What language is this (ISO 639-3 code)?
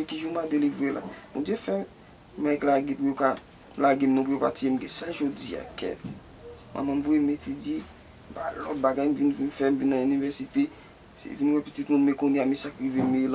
hat